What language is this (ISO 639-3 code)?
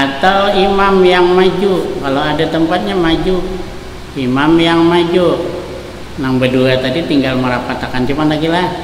bjn